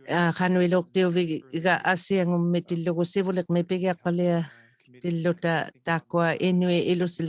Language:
Inuktitut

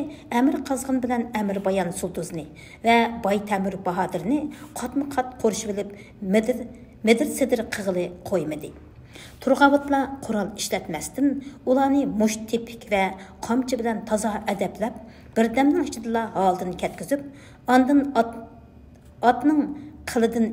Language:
Uyghur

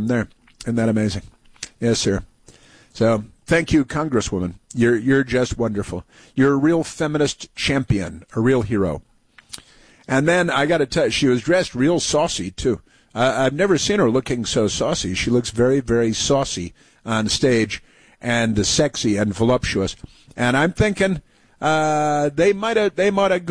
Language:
English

